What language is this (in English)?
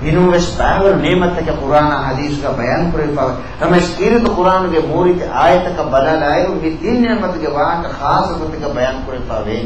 Divehi